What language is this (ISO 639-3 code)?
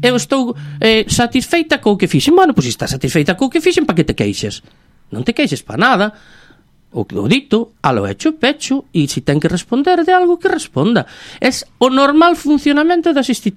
glg